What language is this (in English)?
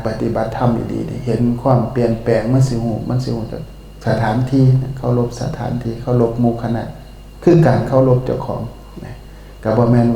Northeastern Thai